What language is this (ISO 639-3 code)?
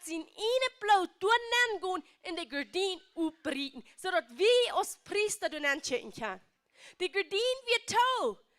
pdt